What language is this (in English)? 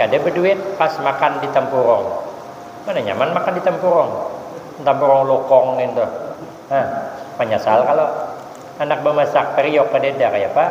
Banjar